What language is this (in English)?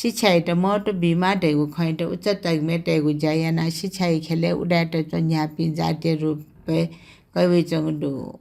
Newari